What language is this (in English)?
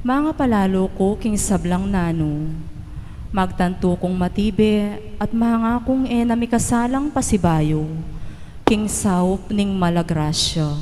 Pampanga